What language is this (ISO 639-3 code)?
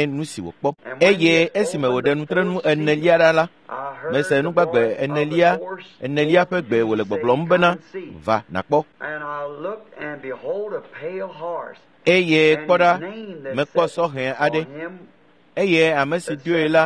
ewe